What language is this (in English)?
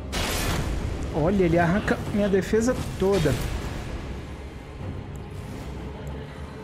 Portuguese